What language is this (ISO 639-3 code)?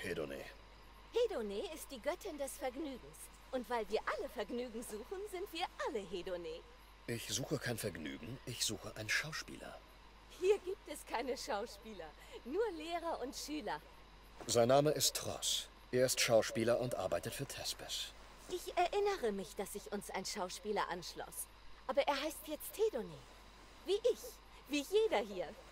deu